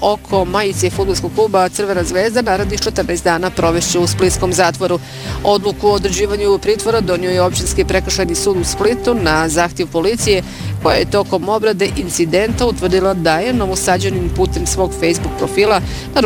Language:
Bosnian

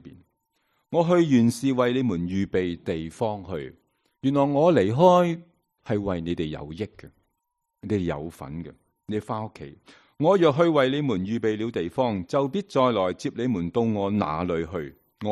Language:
Cantonese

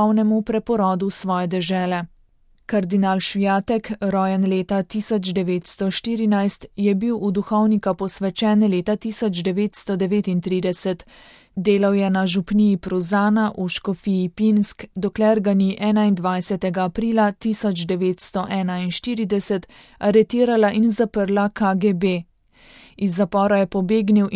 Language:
Slovenian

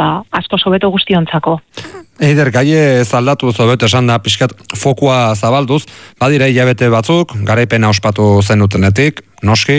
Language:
Basque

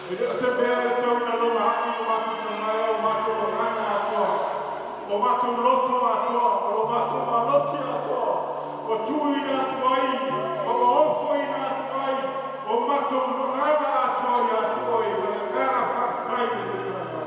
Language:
Samoan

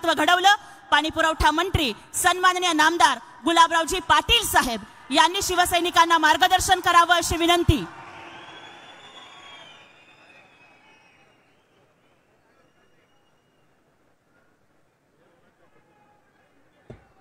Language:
Marathi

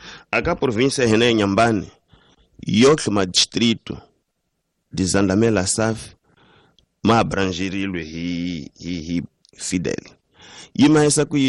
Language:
Tsonga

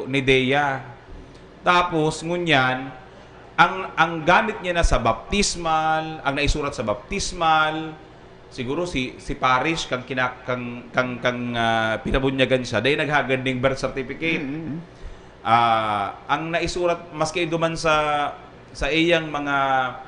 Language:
Bikol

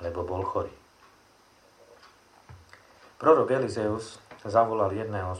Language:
Slovak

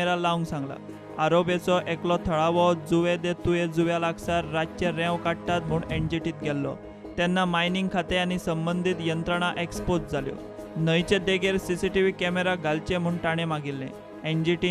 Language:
Konkani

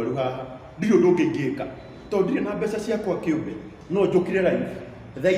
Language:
Kikuyu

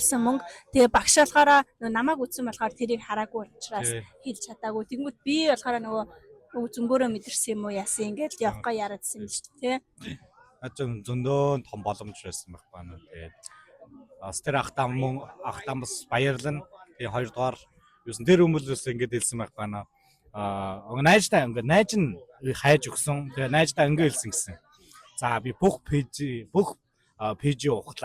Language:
Mongolian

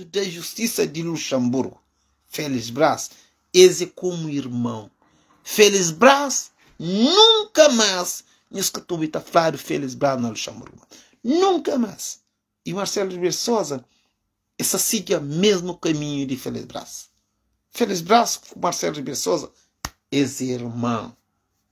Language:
Kabuverdianu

